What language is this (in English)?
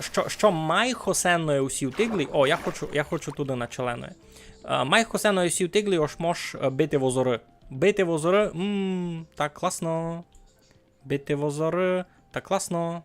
Rusyn